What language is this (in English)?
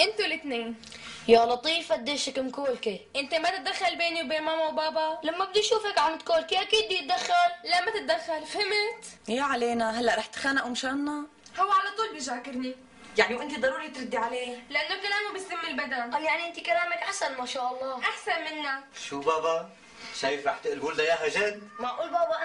North Levantine Arabic